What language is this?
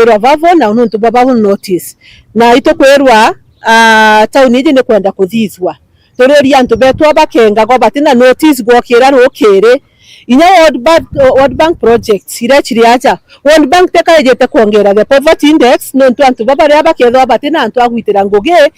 Meru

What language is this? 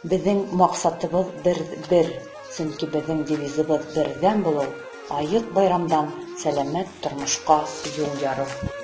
Bashkir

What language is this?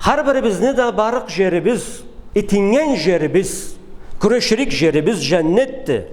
Karachay-Balkar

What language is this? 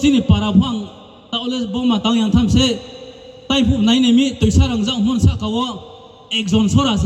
Riang (India)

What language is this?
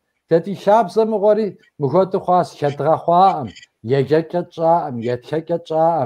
Kabardian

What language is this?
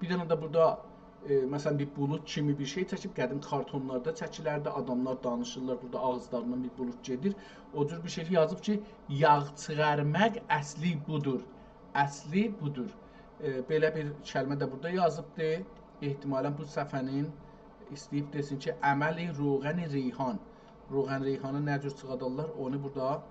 South Azerbaijani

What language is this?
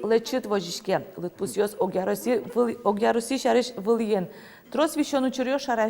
Udmurt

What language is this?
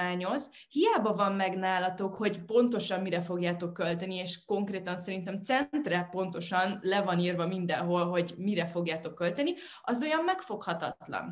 Hungarian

